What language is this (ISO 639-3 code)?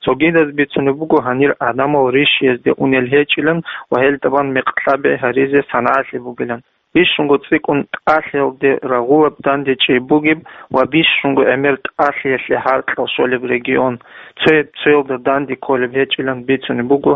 ava